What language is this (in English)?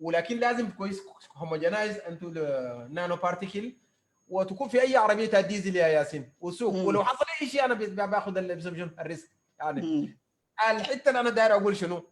Sudanese Arabic